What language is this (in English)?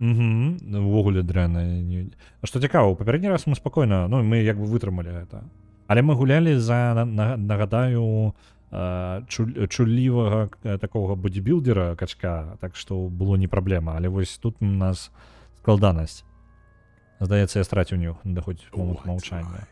Belarusian